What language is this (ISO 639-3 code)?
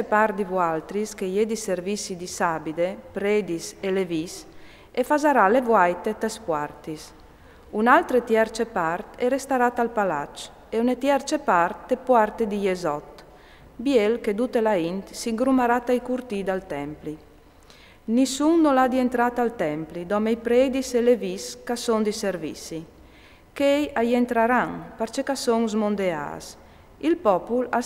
fur